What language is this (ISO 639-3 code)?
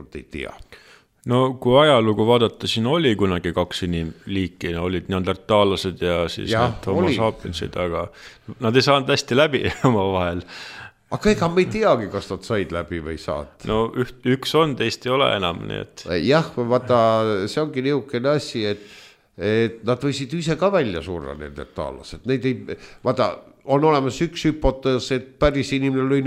est